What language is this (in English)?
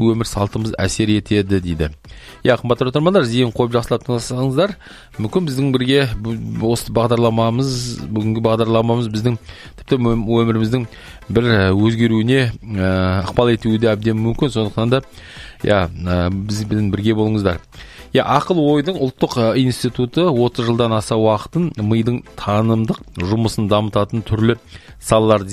Kazakh